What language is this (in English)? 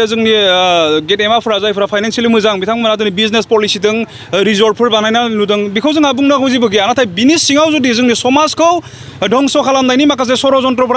Bodo